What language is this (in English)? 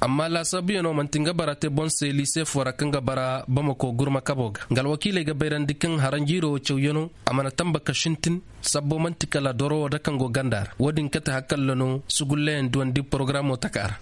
Koyraboro Senni